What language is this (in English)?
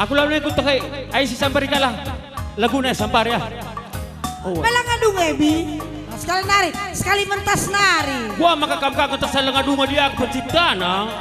Batak Karo